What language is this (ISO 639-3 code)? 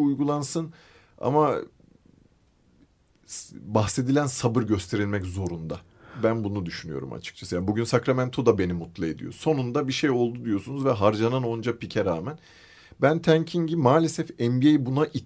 tur